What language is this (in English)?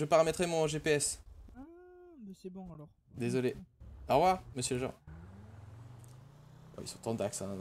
French